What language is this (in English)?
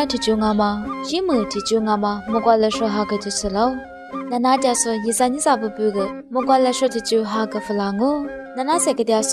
Lisu